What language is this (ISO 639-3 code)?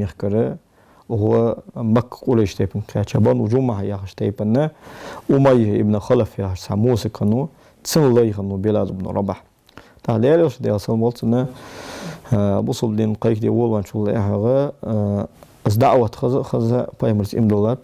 inh